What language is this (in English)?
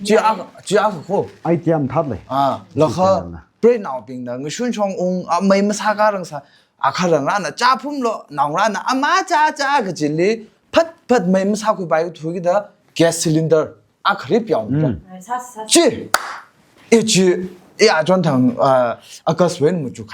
Tangkhul Naga (India)